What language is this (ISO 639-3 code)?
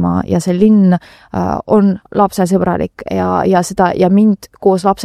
est